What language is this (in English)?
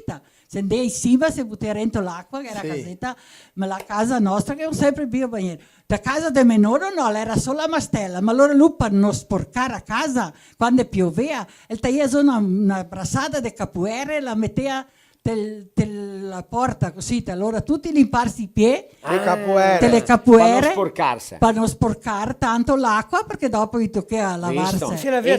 Venetian